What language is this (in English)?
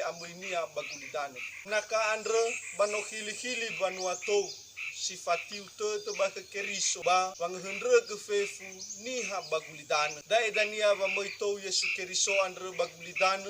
Nias